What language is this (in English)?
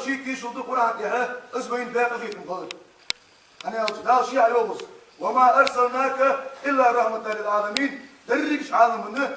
Ingush